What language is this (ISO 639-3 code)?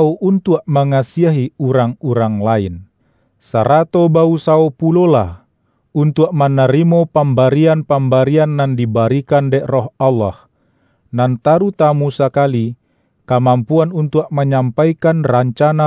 min